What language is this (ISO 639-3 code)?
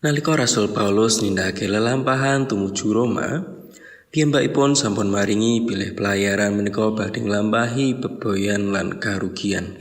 jav